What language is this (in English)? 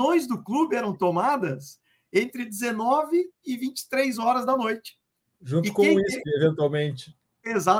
Portuguese